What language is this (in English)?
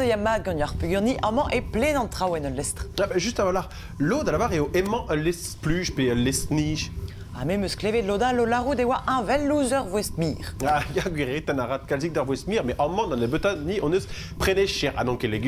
Breton